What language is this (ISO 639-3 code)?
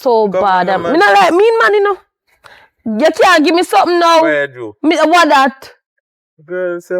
jam